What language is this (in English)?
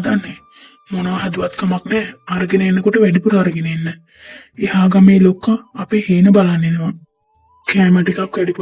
Sinhala